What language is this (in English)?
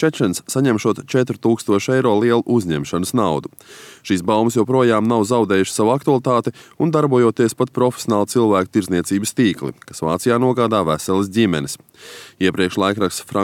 Latvian